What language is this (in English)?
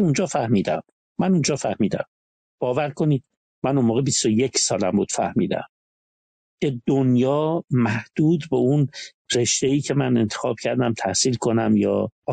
Persian